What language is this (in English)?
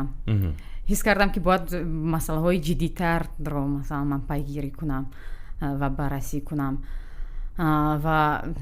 Tajik